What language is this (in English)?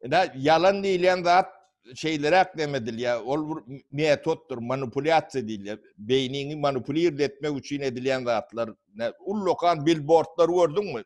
Turkmen